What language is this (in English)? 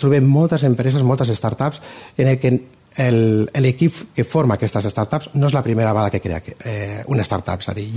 Catalan